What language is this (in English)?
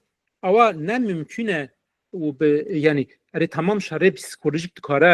Kurdish